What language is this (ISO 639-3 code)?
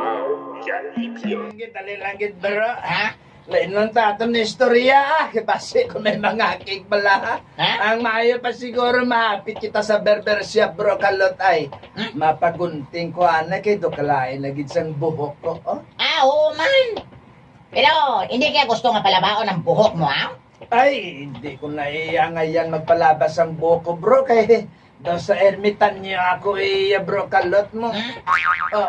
hil